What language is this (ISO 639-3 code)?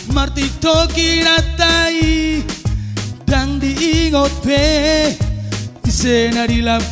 bbc